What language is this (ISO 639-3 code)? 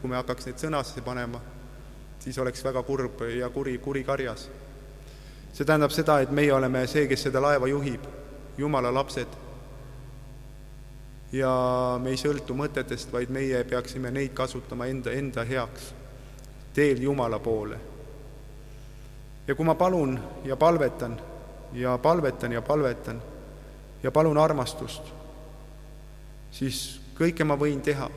est